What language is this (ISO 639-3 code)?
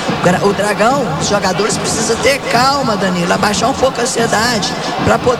por